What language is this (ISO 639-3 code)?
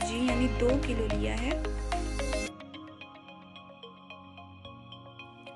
hin